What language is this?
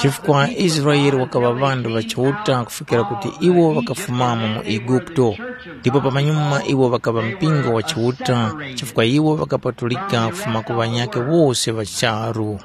Tumbuka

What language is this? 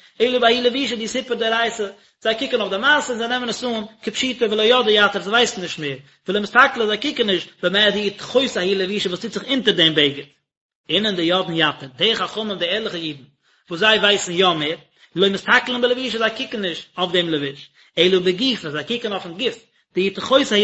Yiddish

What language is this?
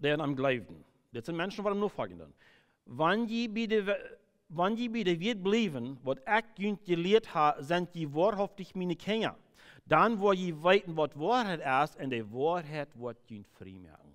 Plautdietsch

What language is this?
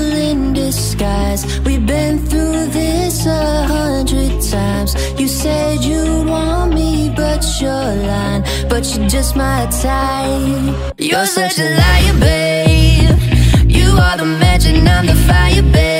English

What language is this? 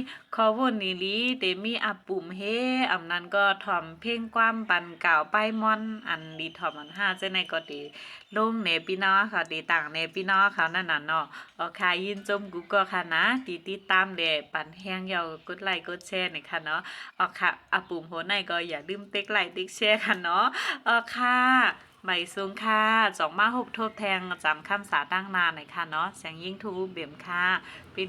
Shan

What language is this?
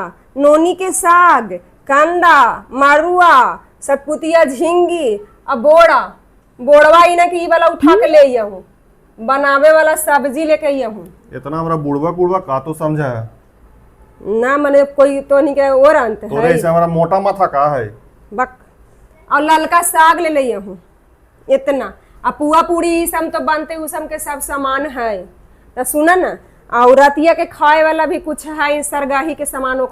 Magahi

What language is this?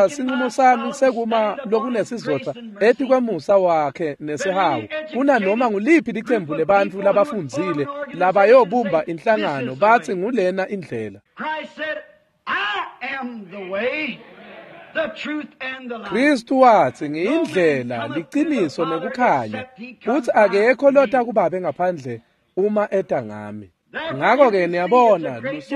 Swati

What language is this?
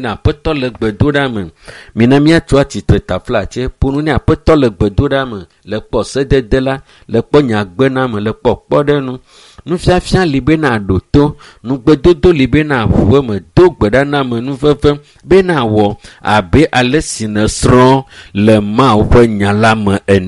Ewe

